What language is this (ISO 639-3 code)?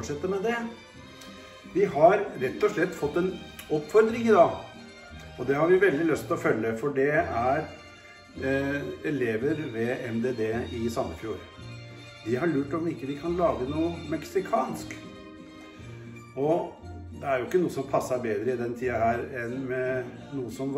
nor